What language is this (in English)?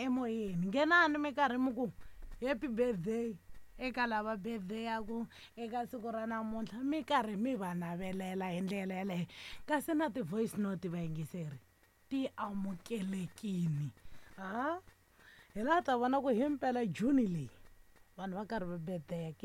Tsonga